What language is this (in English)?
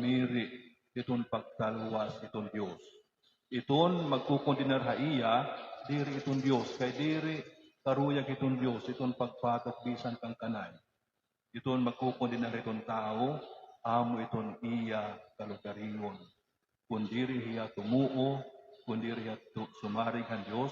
Waray